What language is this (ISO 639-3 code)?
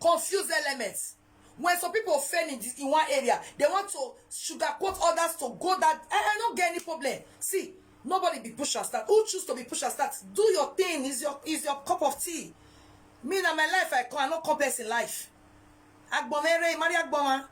pcm